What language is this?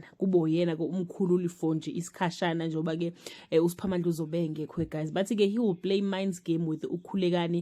Zulu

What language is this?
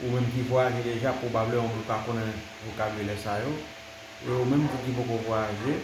Haitian Creole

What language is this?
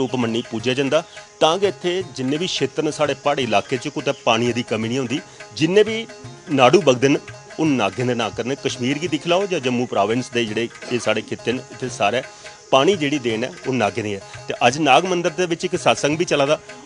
Dogri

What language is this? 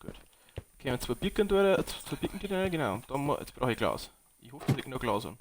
Bavarian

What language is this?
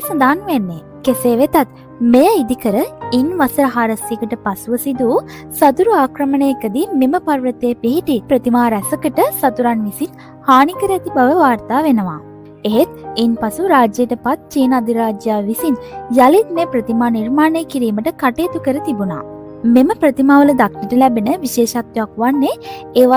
Sinhala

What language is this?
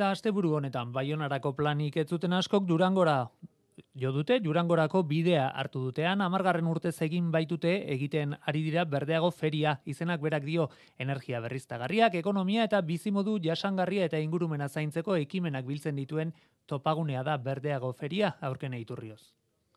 Basque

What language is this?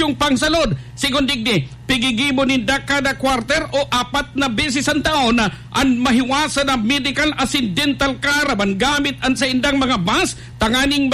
Bikol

